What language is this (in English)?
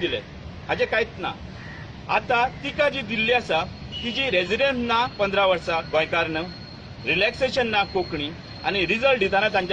Konkani